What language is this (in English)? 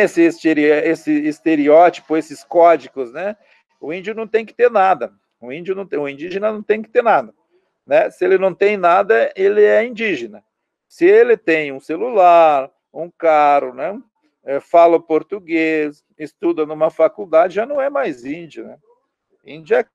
Portuguese